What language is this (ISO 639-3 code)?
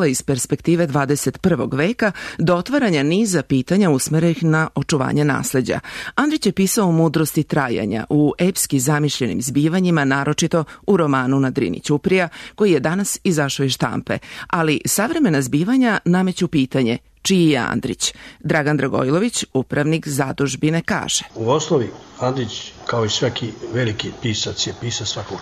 srp